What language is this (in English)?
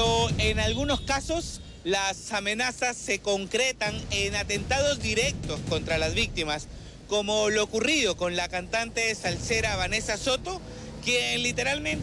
Spanish